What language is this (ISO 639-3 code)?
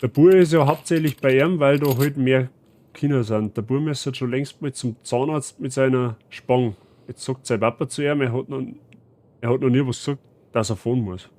bar